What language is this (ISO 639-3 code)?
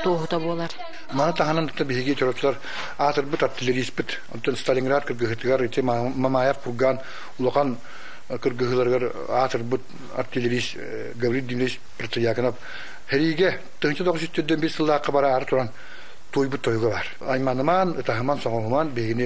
sah